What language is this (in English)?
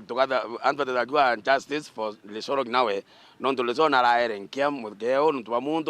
Meru